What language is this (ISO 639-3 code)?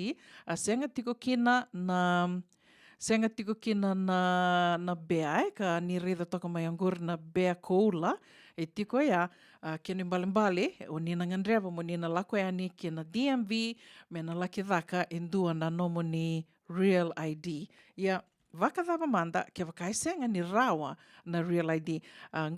fij